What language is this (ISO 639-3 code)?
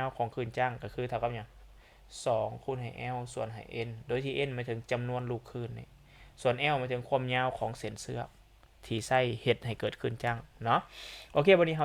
lao